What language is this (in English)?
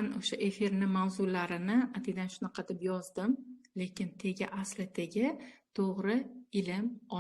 Uzbek